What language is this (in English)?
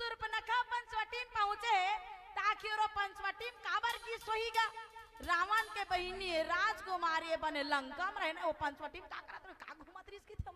Chhattisgarhi